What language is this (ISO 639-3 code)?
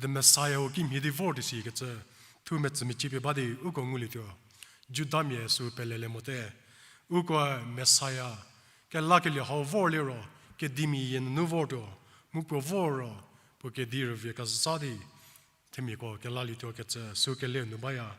njm